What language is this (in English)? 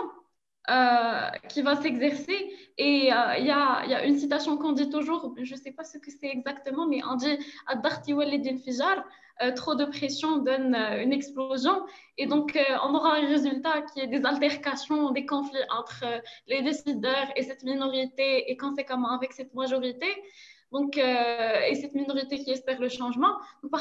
French